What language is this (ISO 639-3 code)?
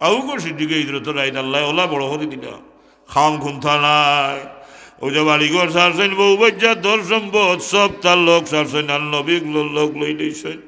syl